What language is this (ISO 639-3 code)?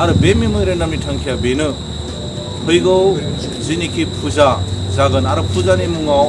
brx